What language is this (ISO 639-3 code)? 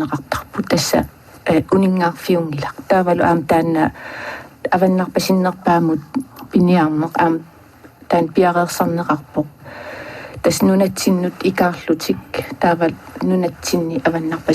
kal